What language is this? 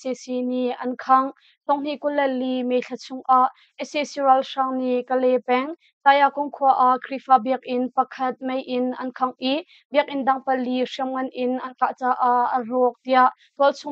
Hakha Chin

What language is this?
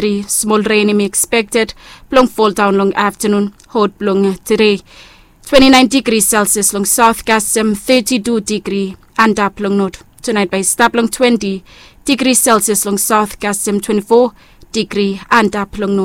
Bislama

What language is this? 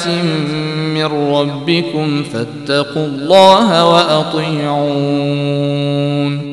Arabic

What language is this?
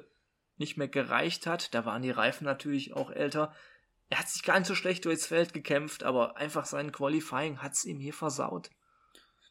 German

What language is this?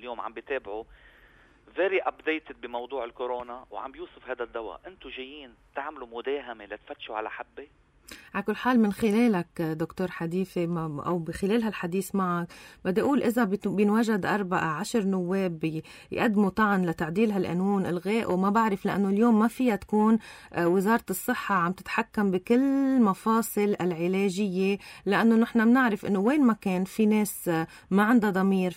North Levantine Arabic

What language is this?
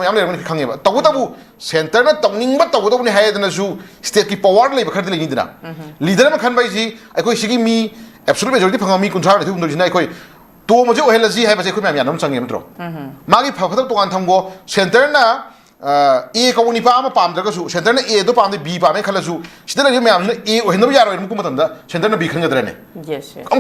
Manipuri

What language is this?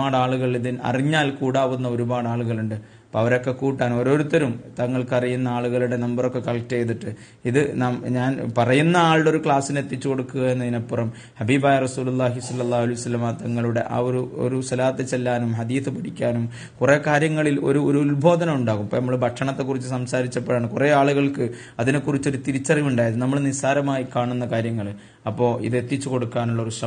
Malayalam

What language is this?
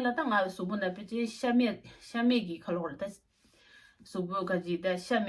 Tibetan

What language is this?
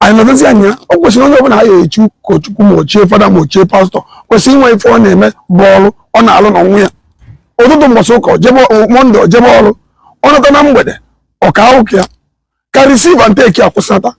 Igbo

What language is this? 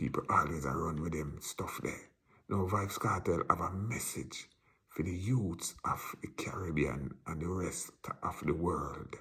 Jamaican Creole English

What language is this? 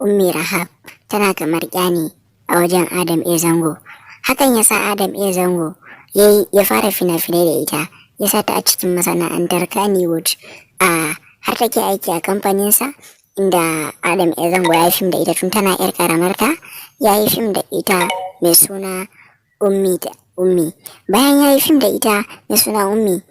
Hausa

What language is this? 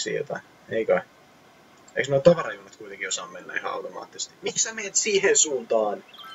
Finnish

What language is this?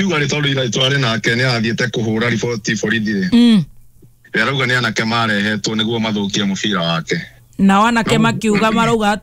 Kikuyu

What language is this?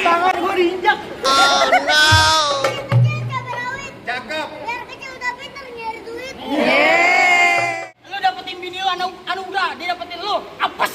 Betawi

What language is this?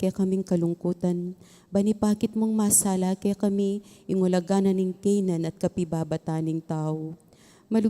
Pampanga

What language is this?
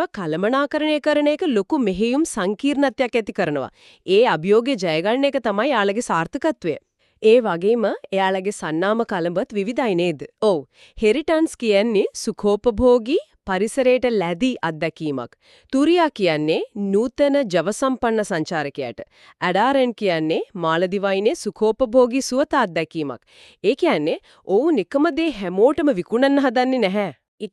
Sinhala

